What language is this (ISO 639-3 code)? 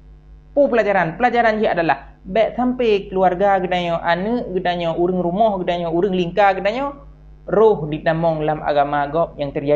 ace